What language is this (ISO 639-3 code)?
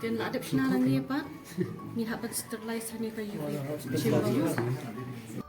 kha